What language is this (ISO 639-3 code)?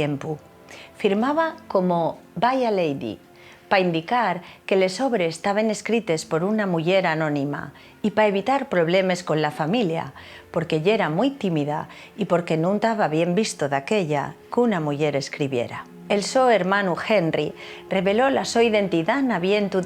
ast